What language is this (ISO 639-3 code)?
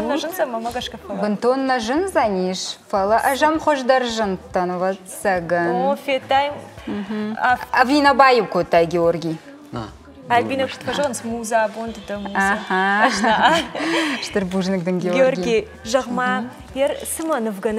oss